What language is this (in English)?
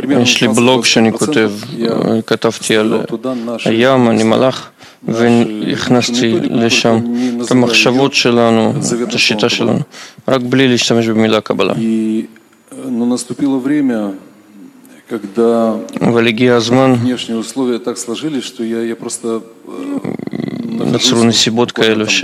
Hebrew